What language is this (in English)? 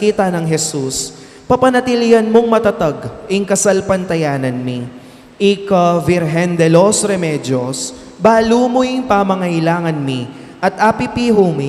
Pampanga